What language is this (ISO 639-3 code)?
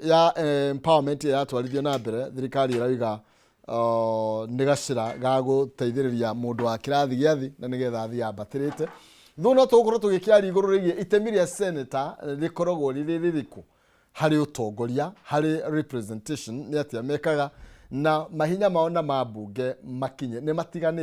kik